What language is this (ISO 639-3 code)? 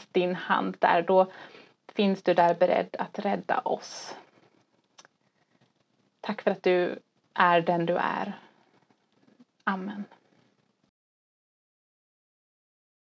swe